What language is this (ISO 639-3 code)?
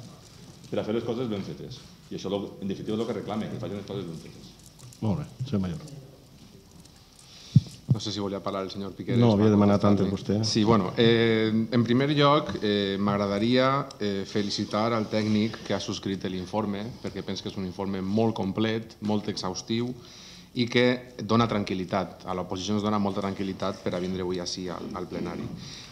cat